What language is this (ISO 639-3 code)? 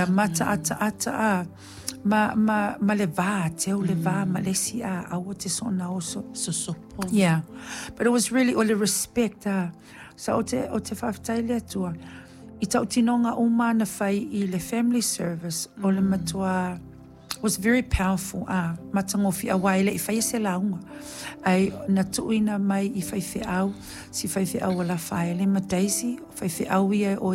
smo